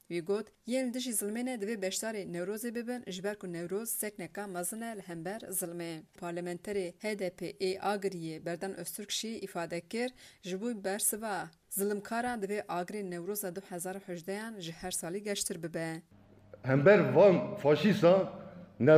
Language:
Kurdish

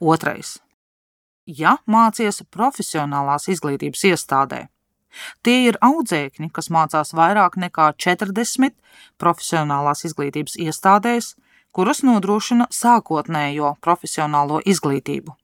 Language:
Latvian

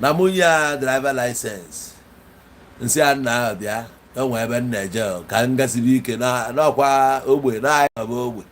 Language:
Igbo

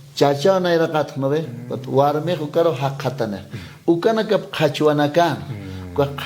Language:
Aymara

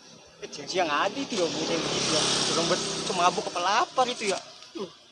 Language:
Betawi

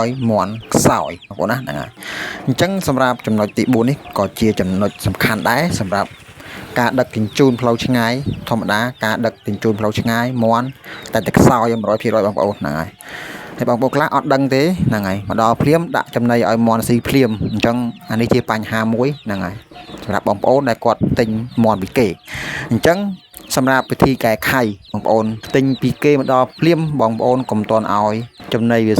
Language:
Khmer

